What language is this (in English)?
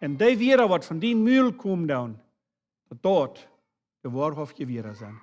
Plautdietsch